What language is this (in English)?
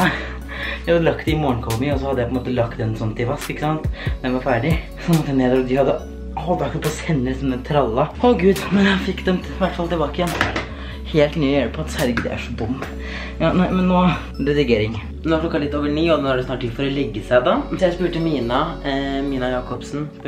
Norwegian